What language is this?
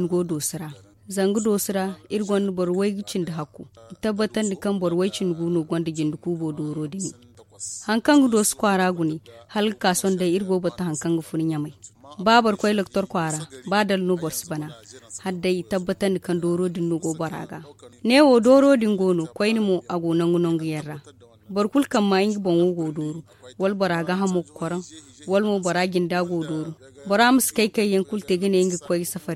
Zarma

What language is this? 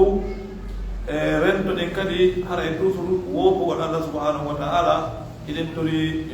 Pular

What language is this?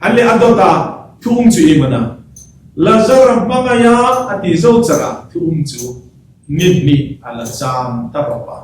Hmar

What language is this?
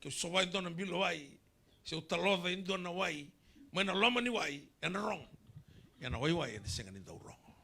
Fijian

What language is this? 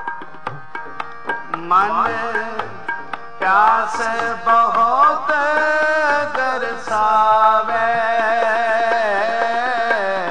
Punjabi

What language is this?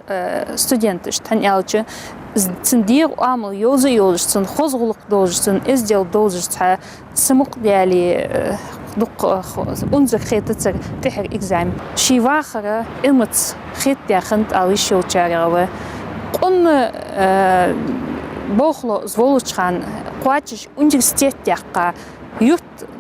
Ingush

